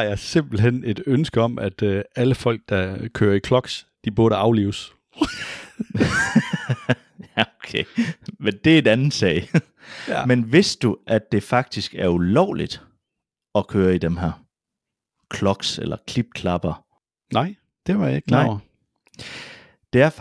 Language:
Danish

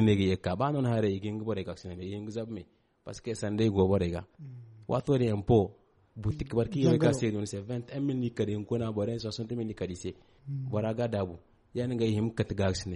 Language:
Zarma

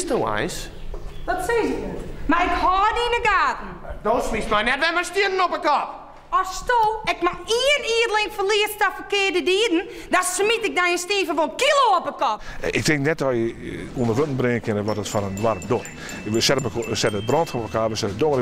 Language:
Western Frisian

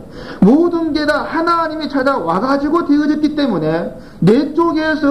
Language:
Korean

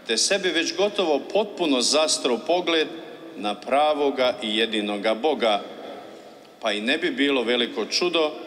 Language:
Croatian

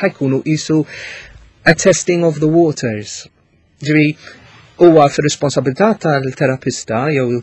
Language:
Maltese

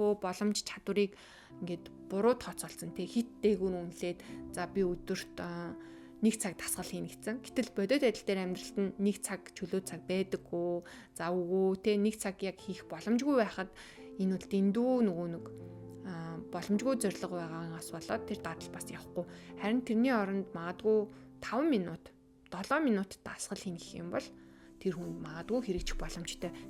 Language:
Mongolian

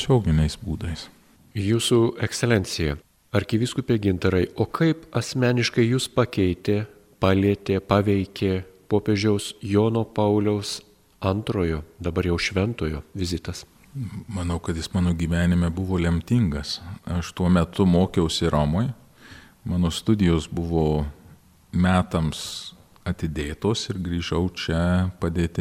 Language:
Lithuanian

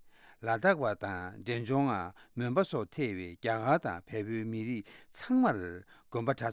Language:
Tibetan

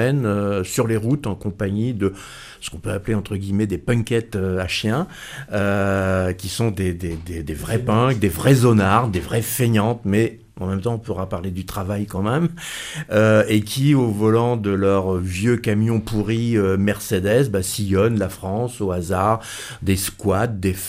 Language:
French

